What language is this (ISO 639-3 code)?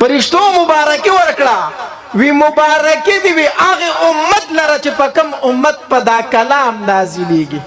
pus